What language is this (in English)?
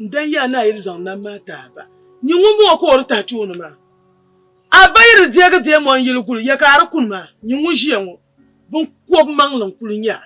Dagbani